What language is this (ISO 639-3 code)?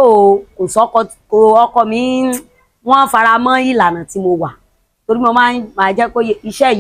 yor